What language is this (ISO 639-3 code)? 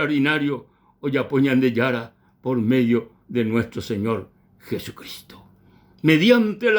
grn